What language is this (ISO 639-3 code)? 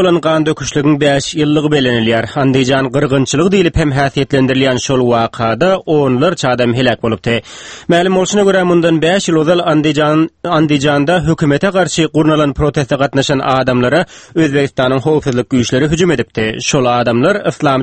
tuk